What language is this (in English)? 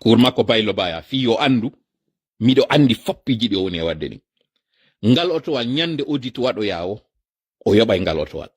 Pular